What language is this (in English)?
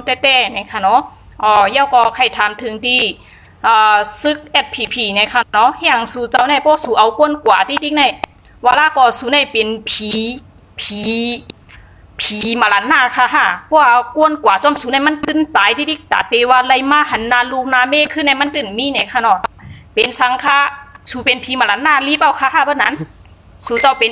Shan